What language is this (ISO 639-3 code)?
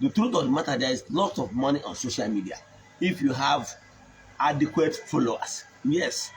ibo